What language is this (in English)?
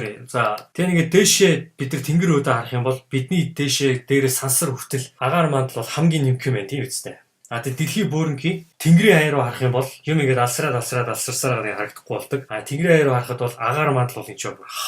Mongolian